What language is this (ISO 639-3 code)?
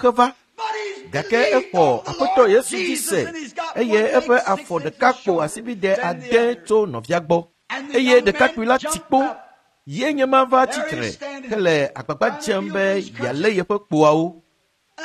ewe